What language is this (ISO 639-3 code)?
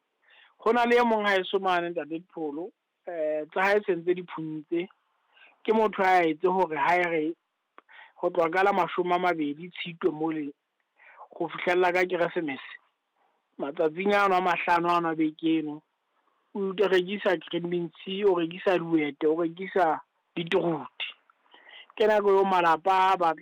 sot